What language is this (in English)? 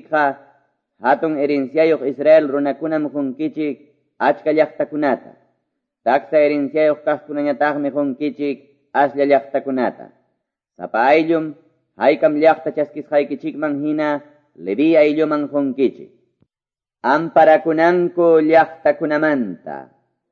Quechua